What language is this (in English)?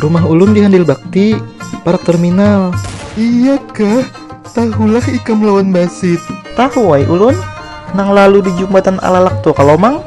Banjar